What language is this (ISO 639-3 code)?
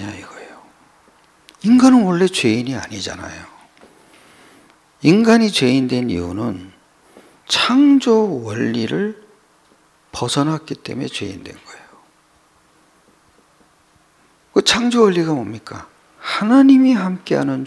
kor